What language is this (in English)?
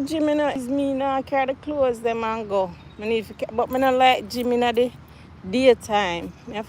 Jamaican Creole English